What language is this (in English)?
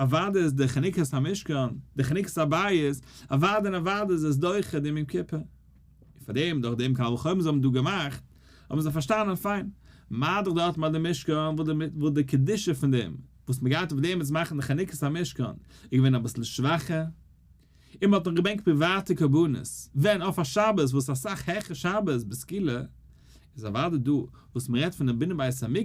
Yiddish